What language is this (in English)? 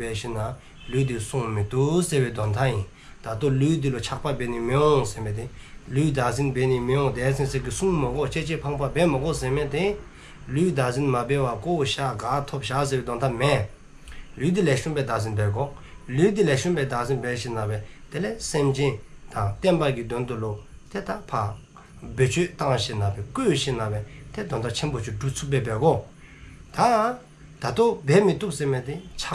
Dzongkha